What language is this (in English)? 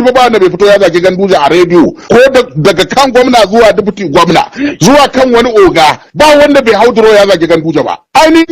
Hausa